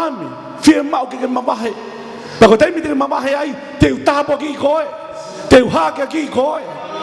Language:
Tongan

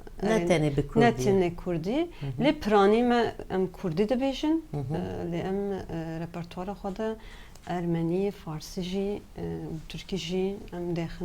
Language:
Kurdish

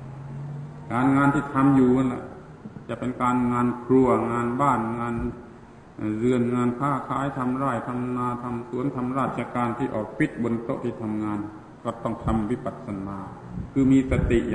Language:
Thai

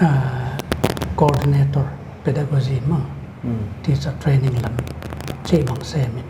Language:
Paite Chin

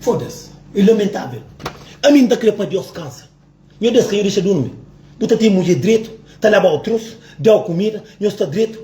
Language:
Kabuverdianu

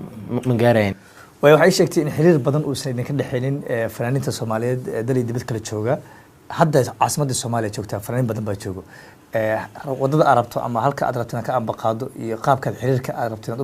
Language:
Somali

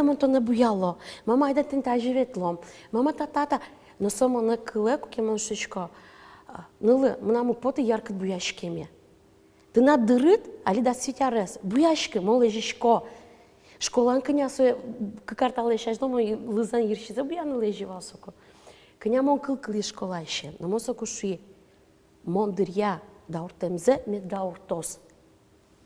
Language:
Udmurt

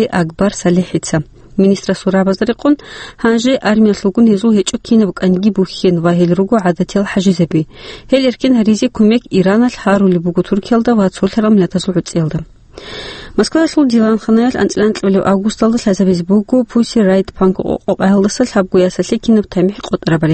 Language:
Avaric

